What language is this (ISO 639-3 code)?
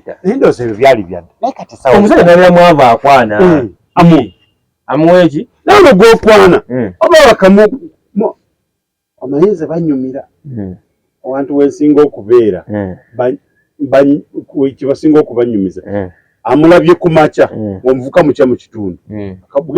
lug